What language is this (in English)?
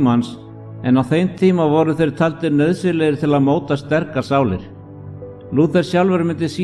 Icelandic